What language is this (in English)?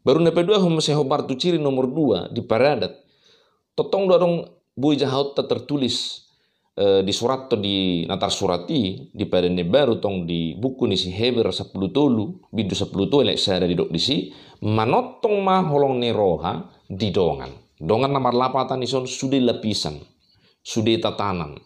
Batak Toba